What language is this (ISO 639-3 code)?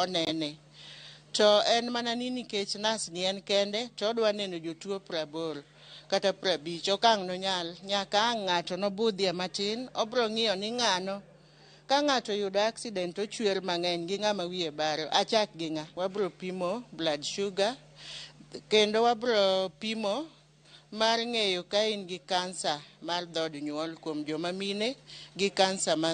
luo